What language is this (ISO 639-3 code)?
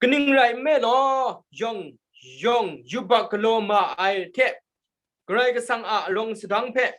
kac